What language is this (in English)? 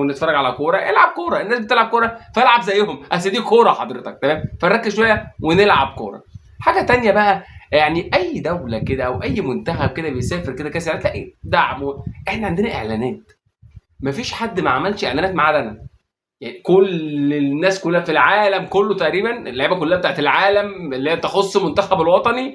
Egyptian Arabic